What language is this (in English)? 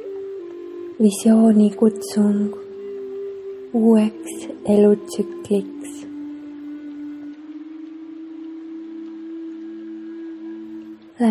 Estonian